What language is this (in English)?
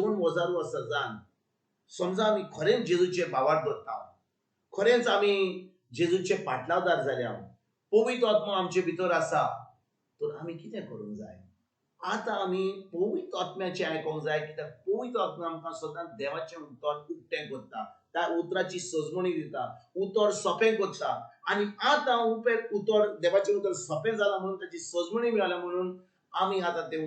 Konkani